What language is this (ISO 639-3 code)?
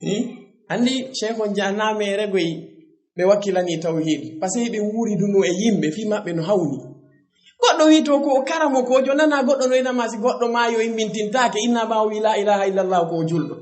ful